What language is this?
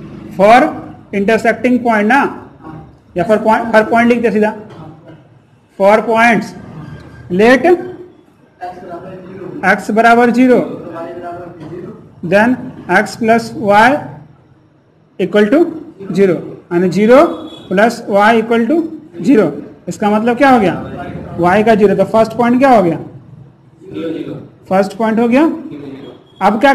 Hindi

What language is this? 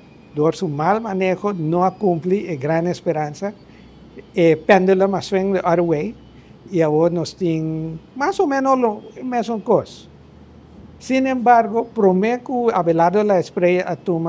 Papiamento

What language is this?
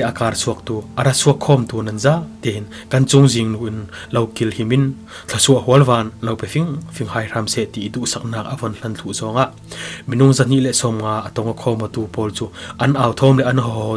Falam Chin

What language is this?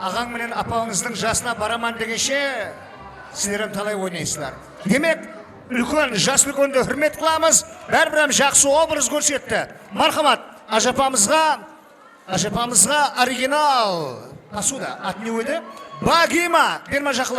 Kara-Kalpak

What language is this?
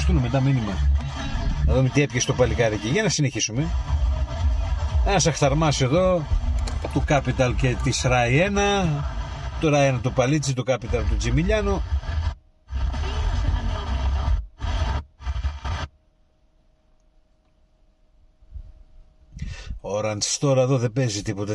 Greek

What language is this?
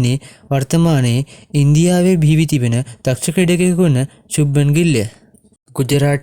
Sinhala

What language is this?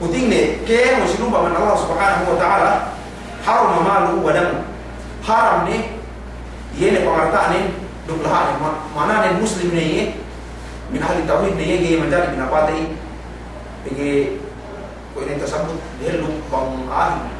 Yakan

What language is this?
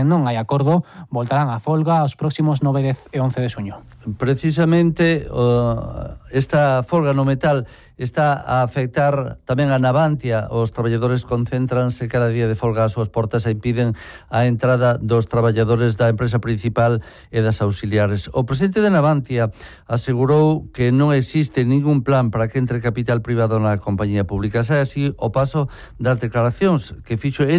Galician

